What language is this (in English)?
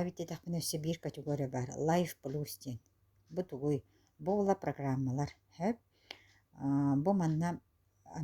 Yakut